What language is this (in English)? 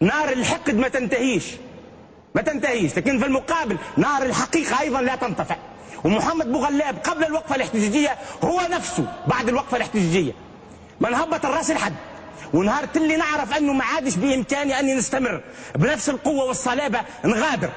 Tunisian Arabic